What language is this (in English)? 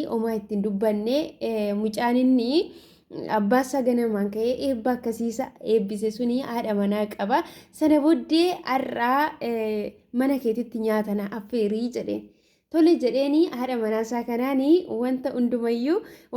Oromo